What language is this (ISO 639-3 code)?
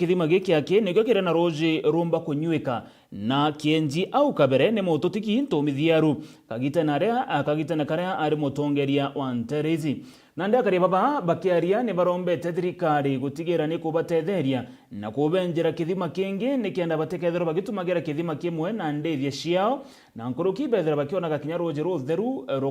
mer